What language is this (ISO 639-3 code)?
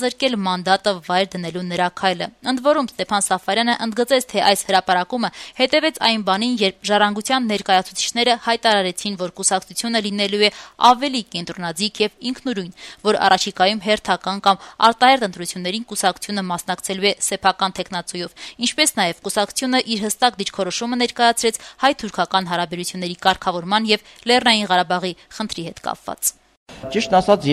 hye